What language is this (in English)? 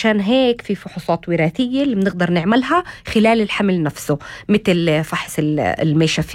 North Levantine Arabic